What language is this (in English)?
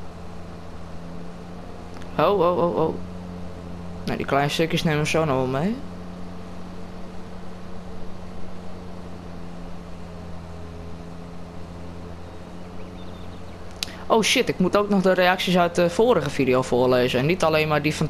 Dutch